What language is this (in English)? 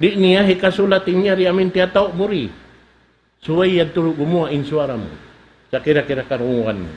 Tausug